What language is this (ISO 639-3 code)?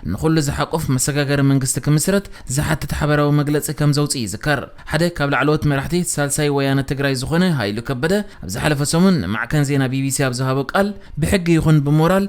tir